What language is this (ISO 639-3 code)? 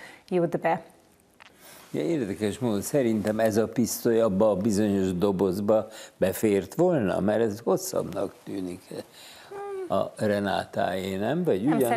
hun